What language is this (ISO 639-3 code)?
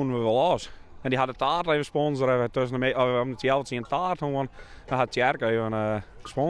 fry